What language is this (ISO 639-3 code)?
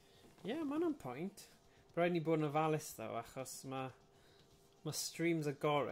cym